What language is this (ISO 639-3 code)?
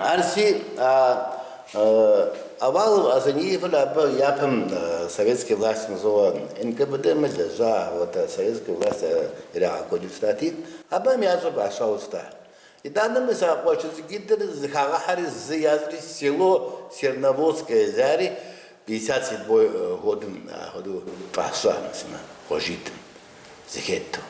kbd